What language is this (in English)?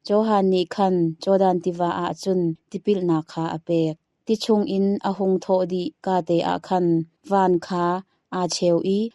Hakha Chin